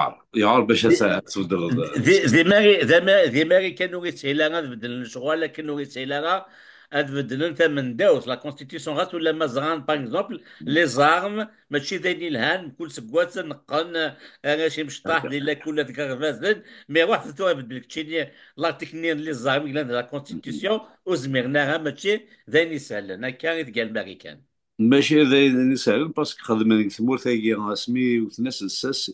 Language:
Kabyle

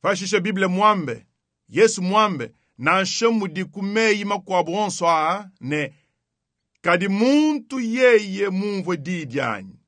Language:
Luba-Lulua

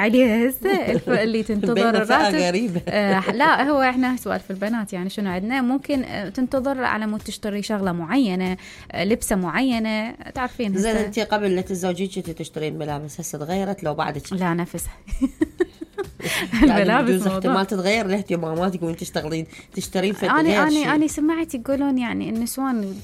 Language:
Mesopotamian Arabic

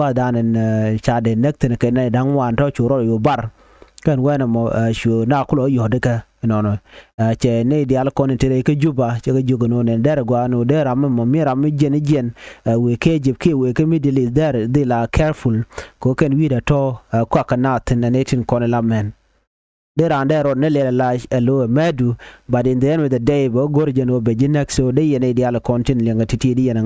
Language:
Nuer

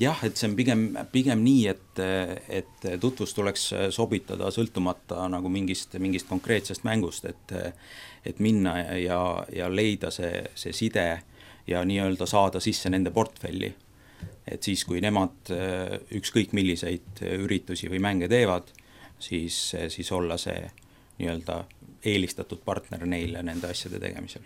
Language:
Estonian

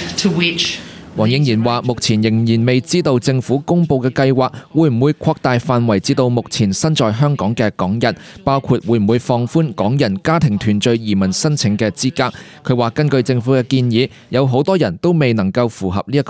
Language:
Cantonese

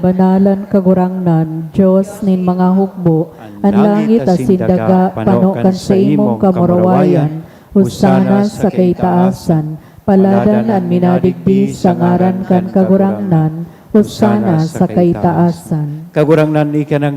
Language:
Bikol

